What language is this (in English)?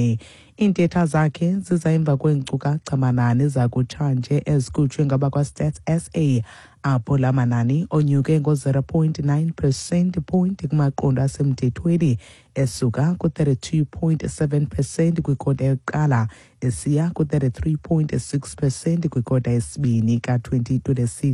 Xhosa